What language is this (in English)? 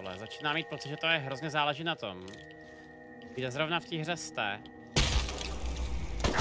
Czech